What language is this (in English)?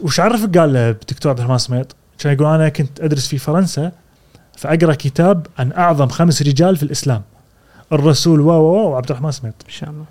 Gulf Arabic